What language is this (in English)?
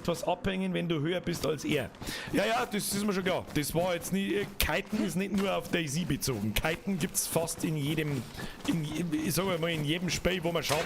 Bavarian